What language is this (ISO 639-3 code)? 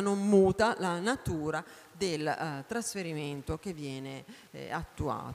ita